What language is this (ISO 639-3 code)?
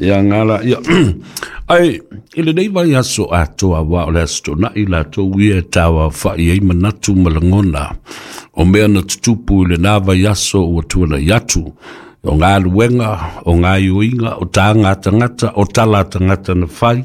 smo